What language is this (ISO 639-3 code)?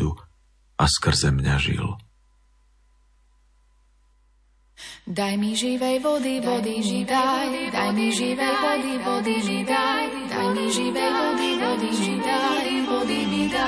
slk